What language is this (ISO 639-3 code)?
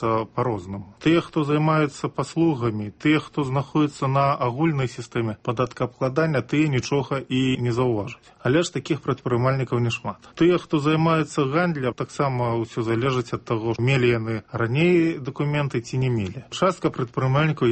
bel